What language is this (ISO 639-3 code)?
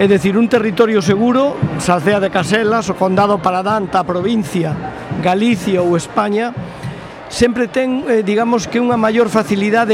glg